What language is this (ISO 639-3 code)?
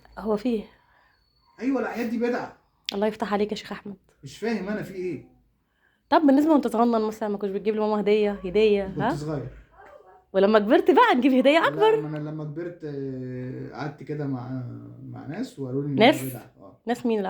arz